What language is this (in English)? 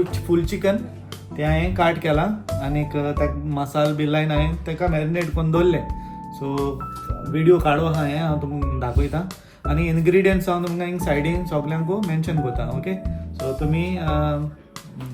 Konkani